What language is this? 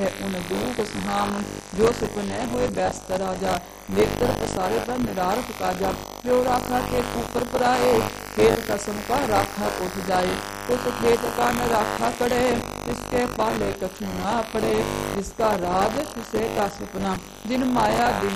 Punjabi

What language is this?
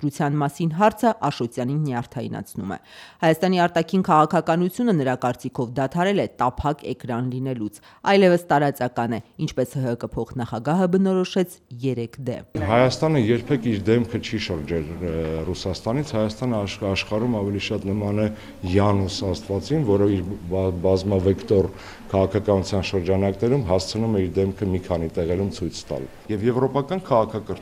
Armenian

